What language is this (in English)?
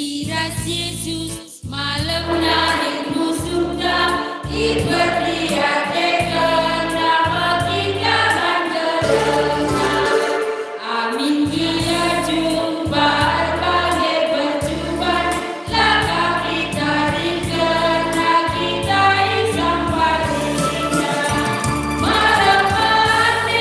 Batak Karo